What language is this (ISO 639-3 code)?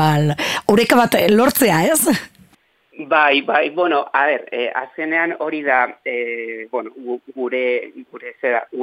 eus